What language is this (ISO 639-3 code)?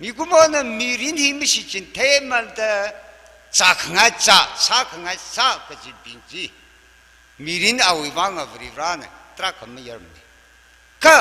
nmf